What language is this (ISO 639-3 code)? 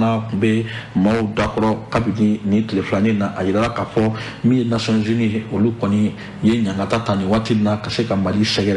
bam